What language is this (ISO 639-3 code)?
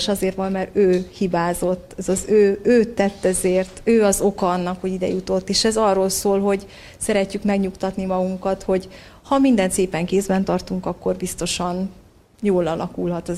hun